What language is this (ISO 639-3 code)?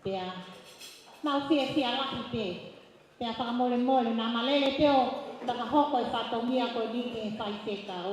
ton